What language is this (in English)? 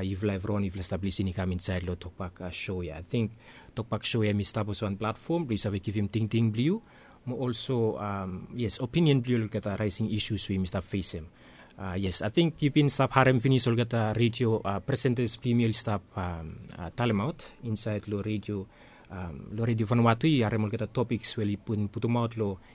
Bislama